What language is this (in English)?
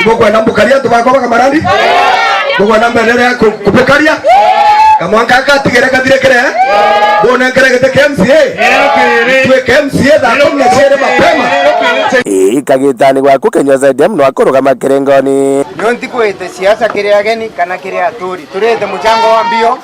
Meru